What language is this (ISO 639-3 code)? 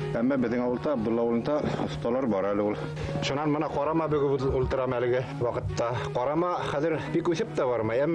bak